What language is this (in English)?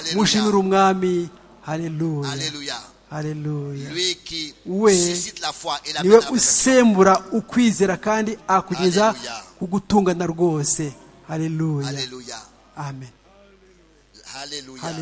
Kinyarwanda